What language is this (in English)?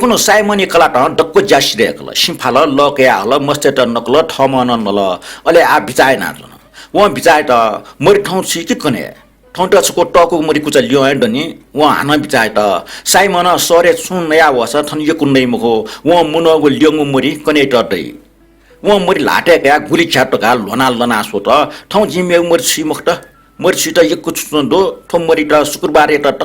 Newari